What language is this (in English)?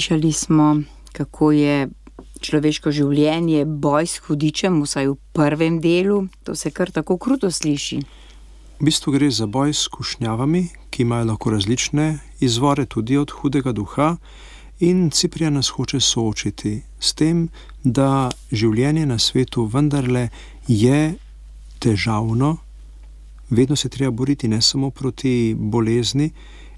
Slovenian